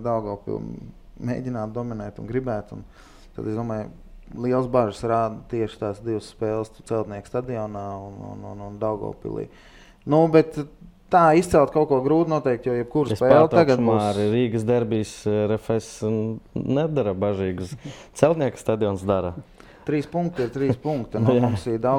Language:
Latvian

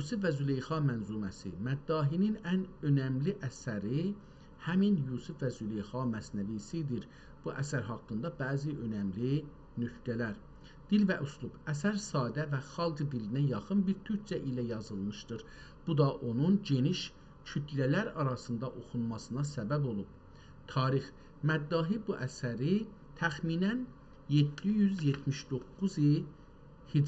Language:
South Azerbaijani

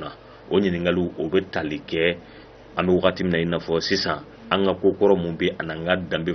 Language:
Bambara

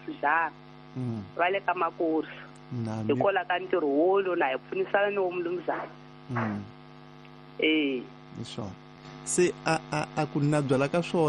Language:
Tsonga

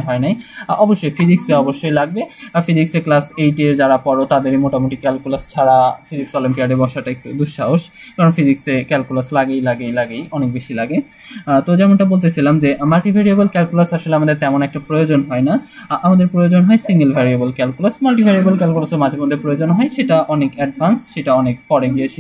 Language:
Bangla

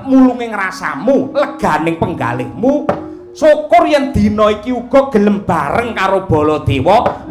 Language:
Javanese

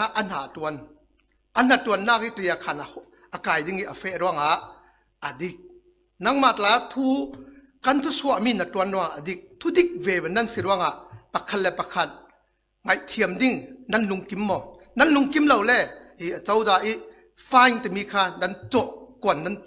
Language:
Falam Chin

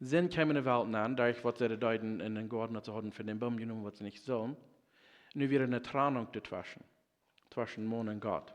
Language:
Plautdietsch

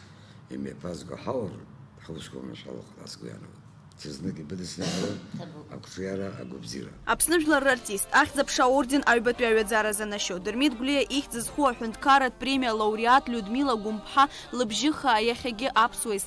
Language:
Abkhazian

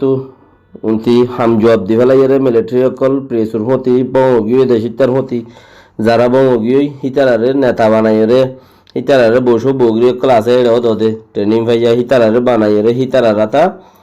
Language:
Rohingya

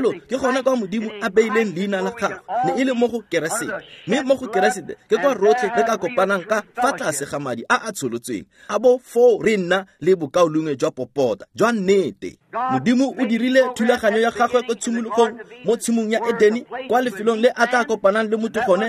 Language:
Tswana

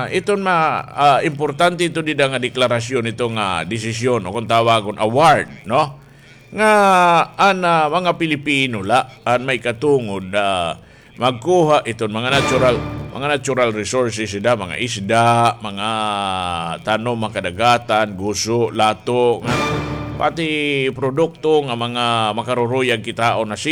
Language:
Waray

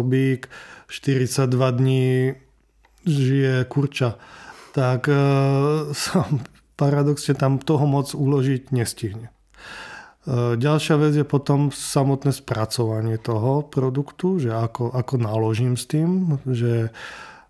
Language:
Slovak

